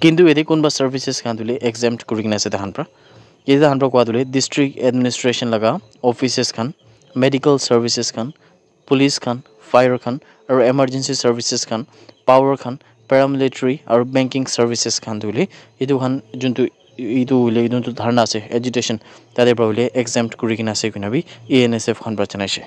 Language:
Naga Pidgin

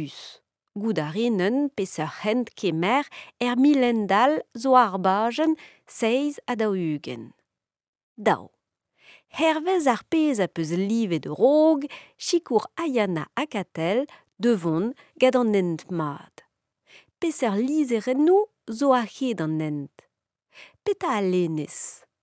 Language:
Breton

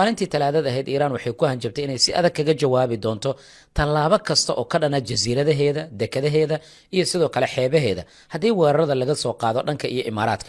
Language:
Somali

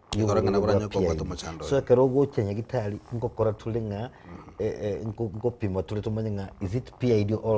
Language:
Gusii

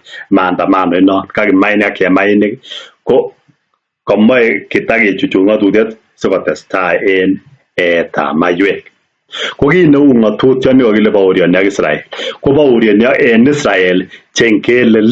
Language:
Kalenjin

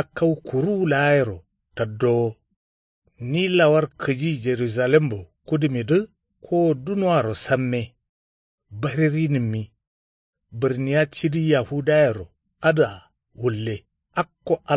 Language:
Kanuri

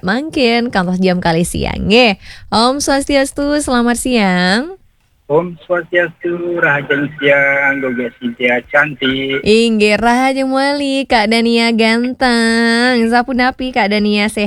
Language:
Balinese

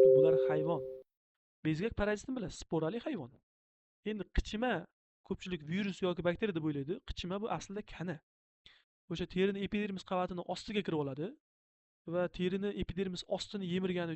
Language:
Uzbek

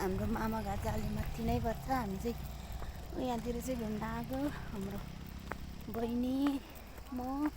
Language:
Nepali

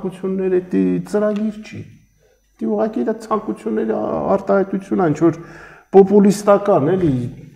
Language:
Armenian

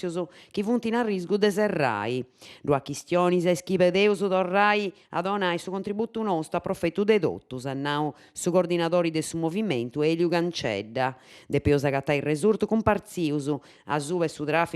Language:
Sardinian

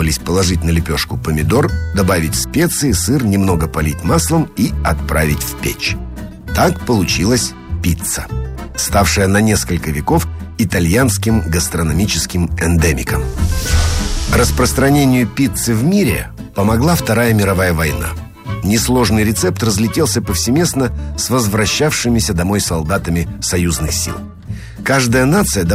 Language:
Russian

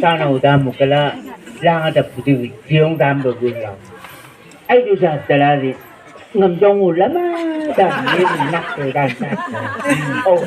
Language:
Chang Naga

